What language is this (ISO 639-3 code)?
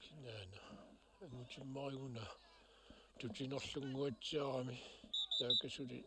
kal